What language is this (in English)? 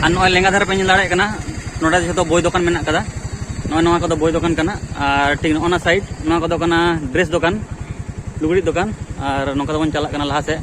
Santali